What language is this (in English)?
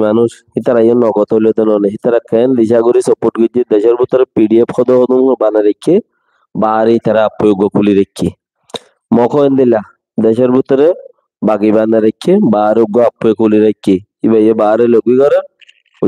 Rohingya